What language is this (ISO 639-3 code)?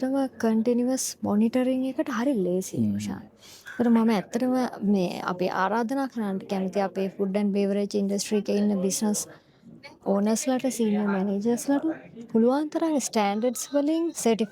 sin